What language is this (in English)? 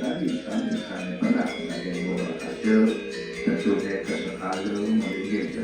Balinese